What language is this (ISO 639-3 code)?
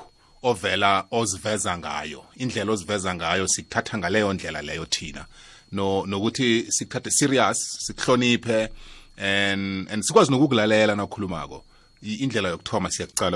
nbl